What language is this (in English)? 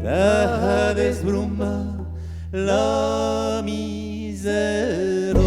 Occitan